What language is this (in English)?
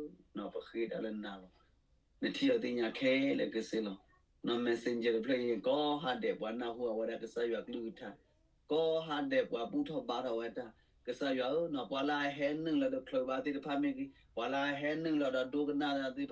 S'gaw Karen